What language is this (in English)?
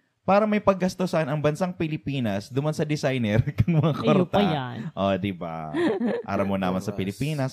Bikol